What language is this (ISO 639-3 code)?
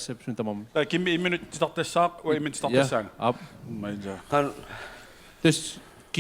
kal